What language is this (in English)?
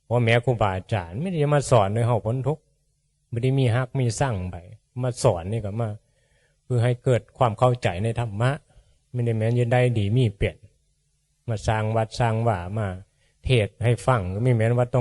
Northeastern Thai